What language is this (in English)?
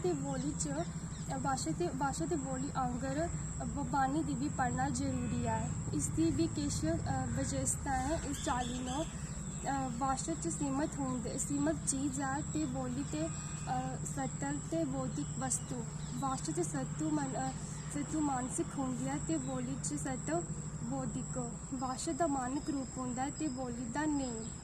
Dogri